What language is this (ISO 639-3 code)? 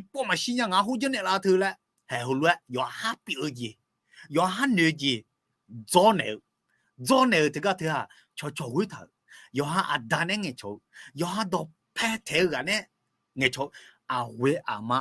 ahk